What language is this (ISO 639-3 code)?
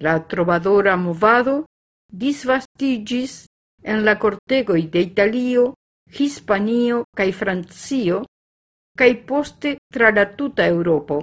epo